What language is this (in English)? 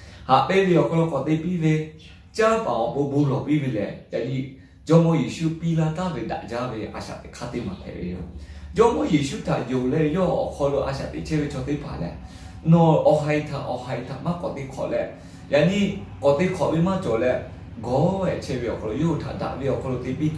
Lahu